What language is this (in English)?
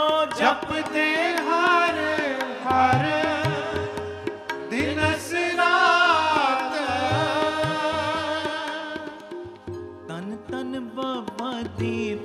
Punjabi